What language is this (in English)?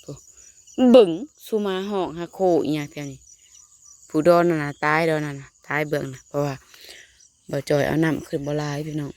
Northeastern Thai